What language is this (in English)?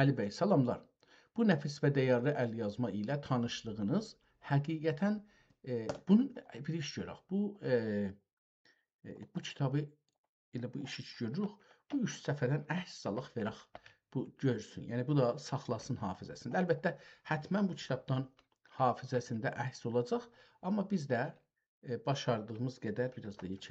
South Azerbaijani